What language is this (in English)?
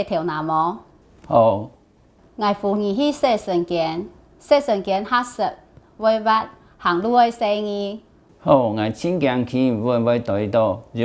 Hakka Chinese